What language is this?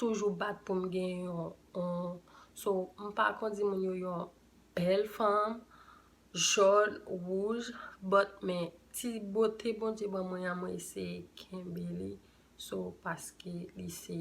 Haitian Creole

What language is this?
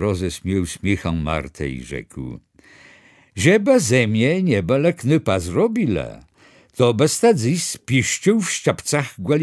Kashubian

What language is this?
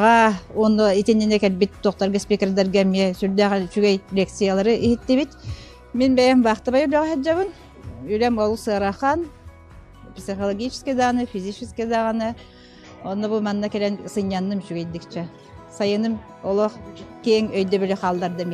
Yakut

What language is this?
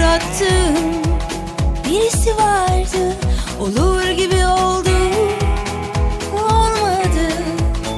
Turkish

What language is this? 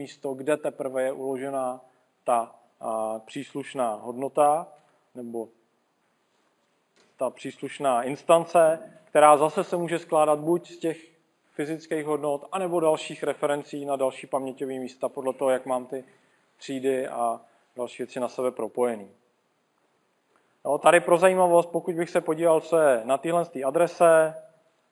Czech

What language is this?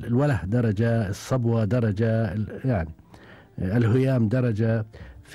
Gulf Arabic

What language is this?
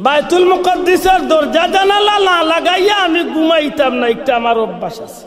Sylheti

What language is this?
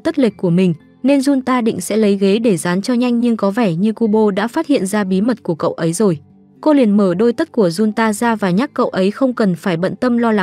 Vietnamese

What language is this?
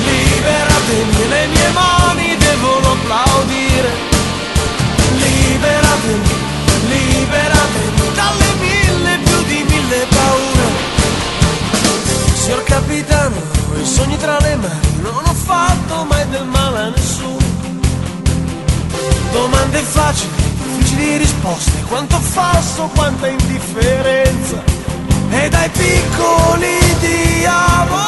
Italian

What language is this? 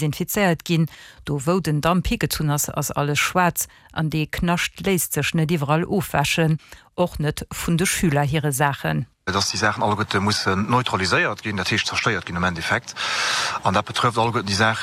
Luxembourgish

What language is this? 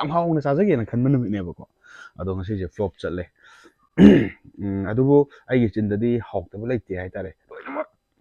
Manipuri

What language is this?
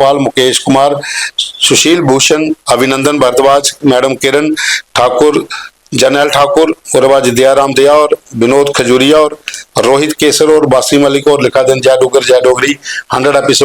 Dogri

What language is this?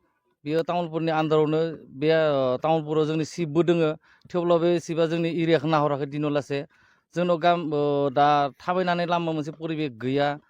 Bodo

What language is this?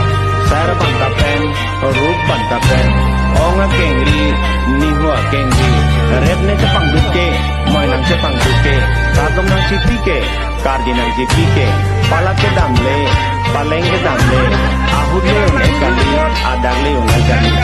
Karbi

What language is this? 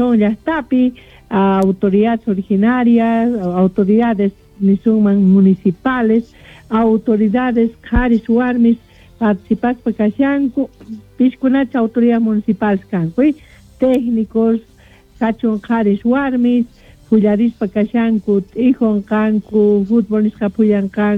Quechua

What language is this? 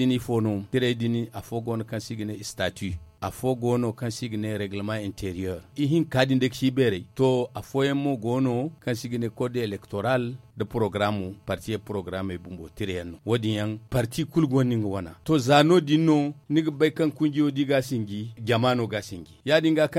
Zarma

